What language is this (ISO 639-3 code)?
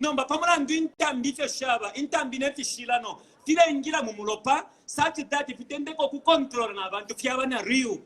bem